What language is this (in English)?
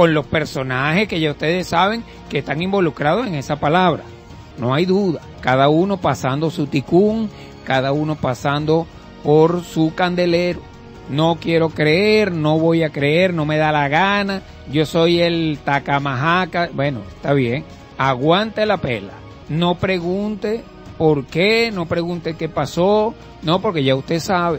Spanish